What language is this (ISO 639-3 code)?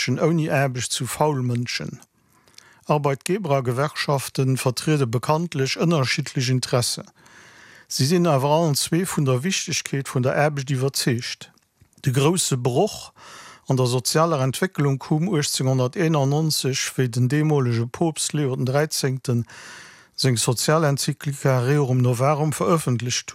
ltz